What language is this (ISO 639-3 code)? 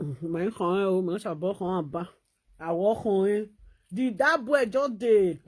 pcm